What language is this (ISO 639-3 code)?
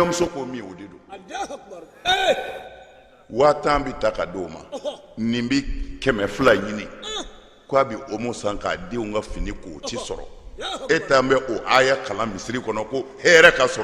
bam